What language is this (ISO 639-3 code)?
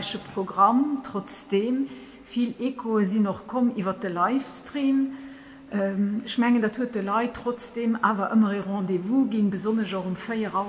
ltz